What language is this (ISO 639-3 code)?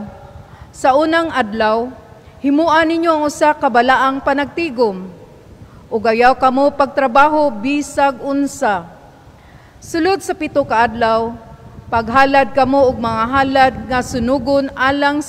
ceb